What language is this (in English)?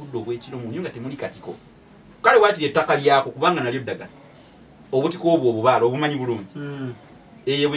Ganda